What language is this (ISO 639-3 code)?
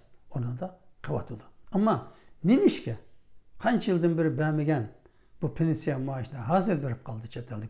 uig